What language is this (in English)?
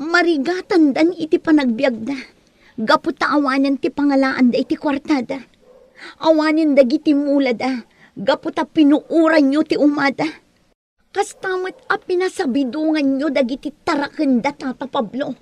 Iloko